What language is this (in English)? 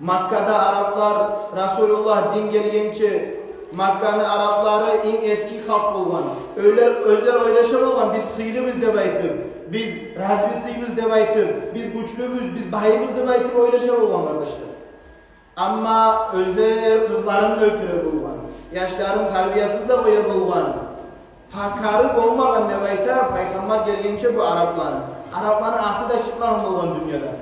Kumyk